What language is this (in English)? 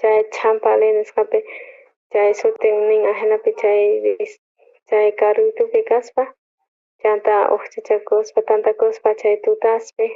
South Bolivian Quechua